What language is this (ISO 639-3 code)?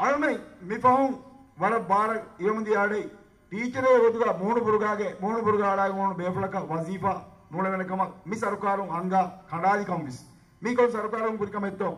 div